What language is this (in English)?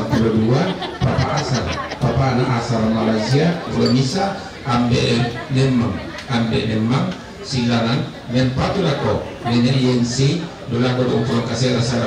Toraja-Sa'dan